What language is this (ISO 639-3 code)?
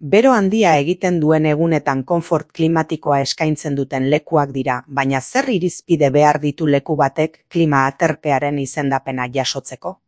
eus